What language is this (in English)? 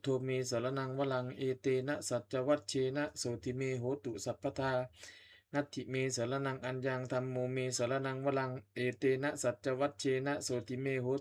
Pali